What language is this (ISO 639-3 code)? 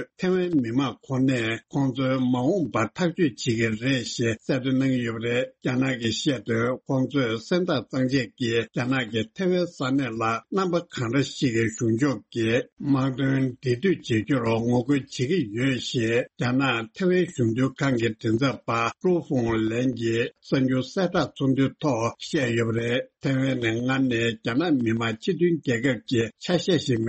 bod